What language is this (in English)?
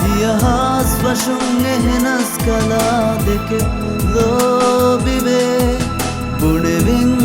Divehi